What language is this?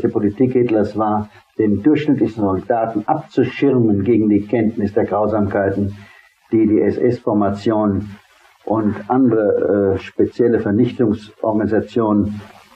German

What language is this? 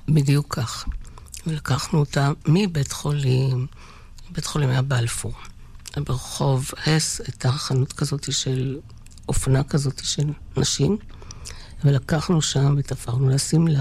Hebrew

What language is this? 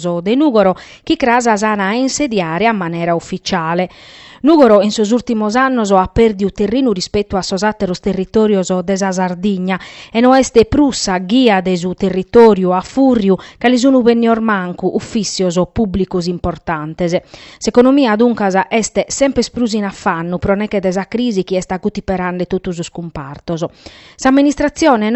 Sardinian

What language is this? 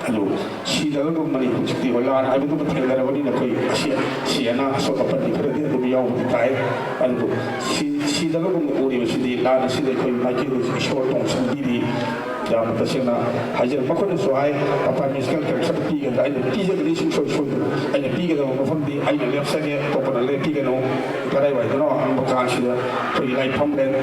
Manipuri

